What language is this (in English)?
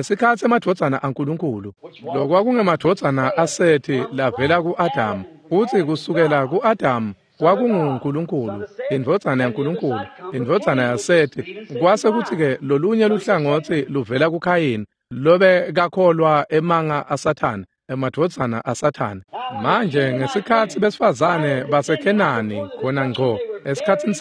Swati